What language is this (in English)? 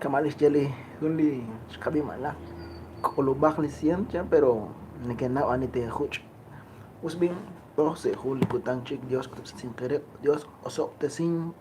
Kekchí